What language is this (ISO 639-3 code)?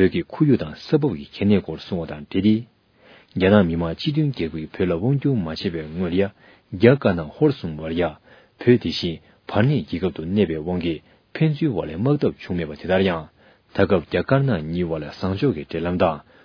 bod